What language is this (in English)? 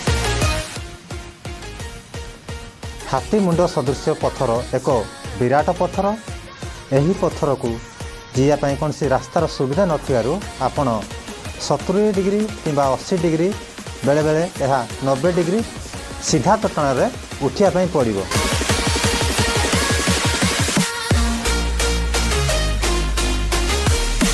Odia